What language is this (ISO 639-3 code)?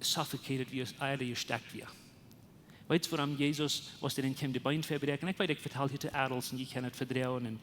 pdt